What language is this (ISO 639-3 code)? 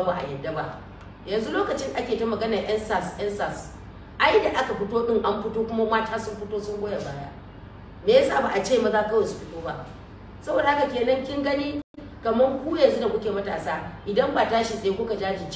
hau